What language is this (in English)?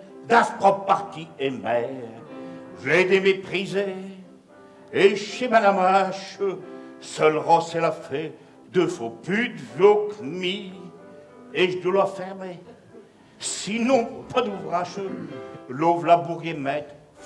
Picard